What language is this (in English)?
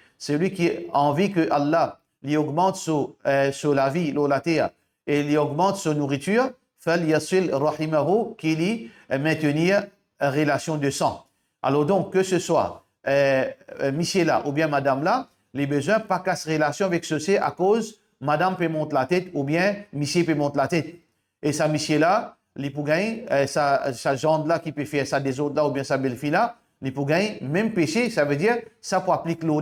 Morisyen